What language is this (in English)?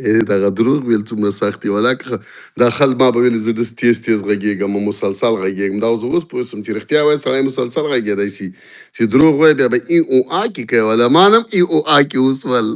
Pashto